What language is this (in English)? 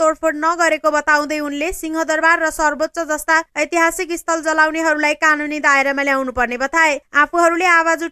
Nepali